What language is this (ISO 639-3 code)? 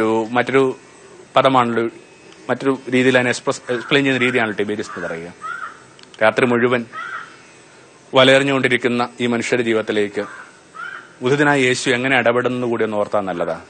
mal